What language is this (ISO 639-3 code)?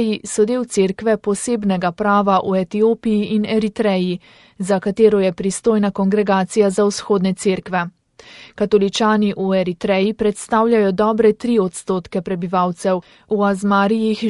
slv